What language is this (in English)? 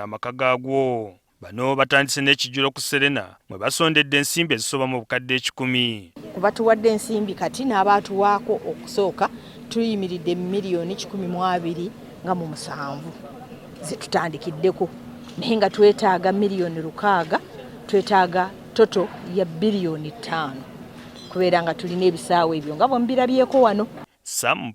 Ganda